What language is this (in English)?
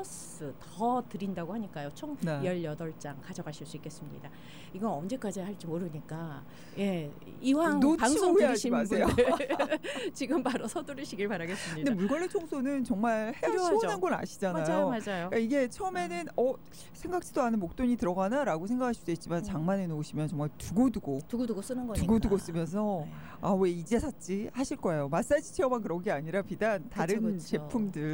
Korean